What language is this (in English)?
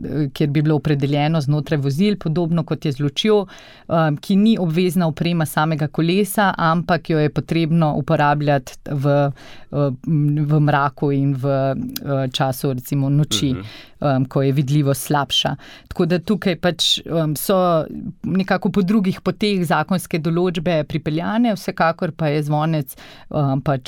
Slovenian